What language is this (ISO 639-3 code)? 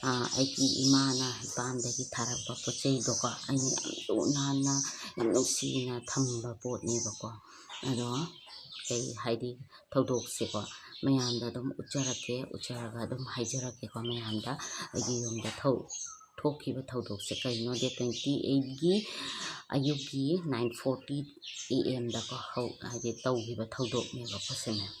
mni